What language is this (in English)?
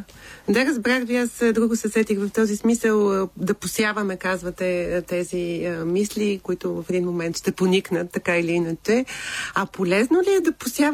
Bulgarian